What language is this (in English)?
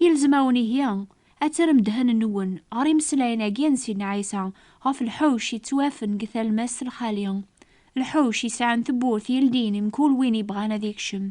Kabyle